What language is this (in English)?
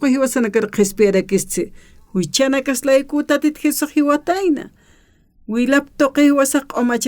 Aymara